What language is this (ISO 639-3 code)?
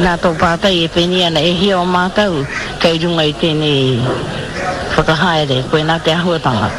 mri